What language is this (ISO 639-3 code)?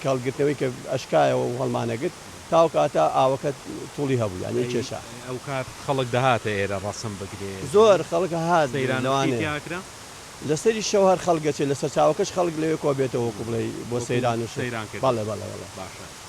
ckb